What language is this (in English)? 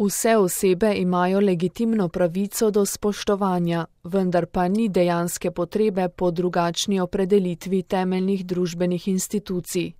Slovenian